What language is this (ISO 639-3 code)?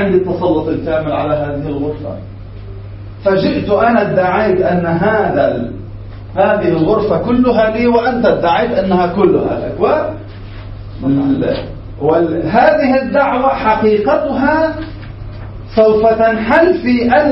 ara